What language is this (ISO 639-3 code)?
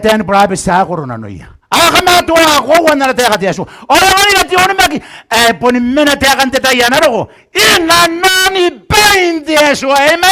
gil